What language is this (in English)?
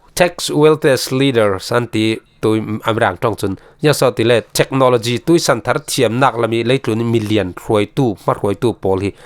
Falam Chin